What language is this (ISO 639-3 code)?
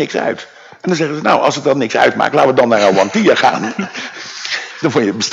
nld